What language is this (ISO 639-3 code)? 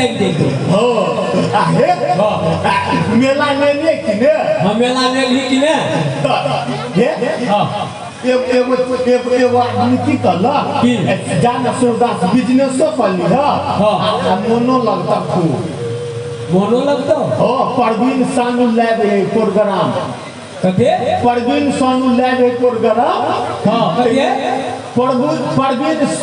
mai